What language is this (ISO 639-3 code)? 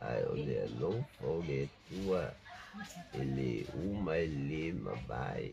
smo